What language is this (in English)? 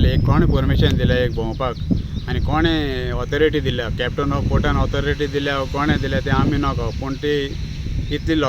Konkani